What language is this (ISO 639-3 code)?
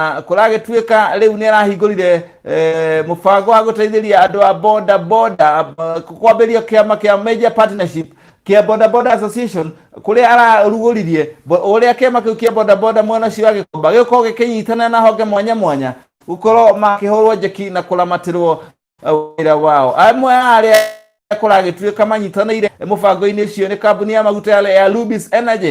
kik